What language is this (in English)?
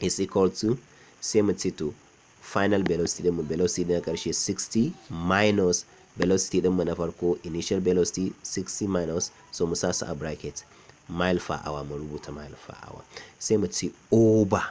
Hausa